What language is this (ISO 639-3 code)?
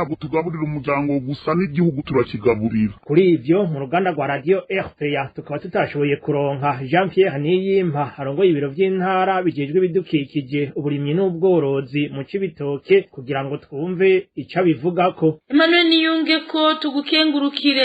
run